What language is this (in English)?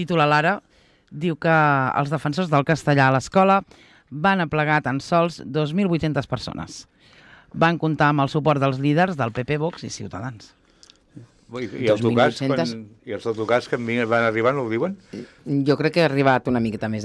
Catalan